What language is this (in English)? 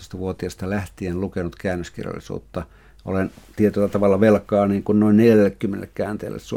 Finnish